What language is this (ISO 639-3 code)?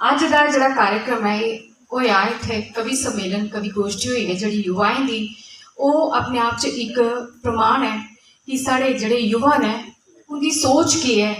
doi